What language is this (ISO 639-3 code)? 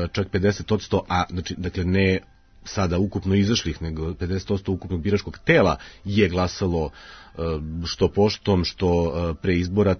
srp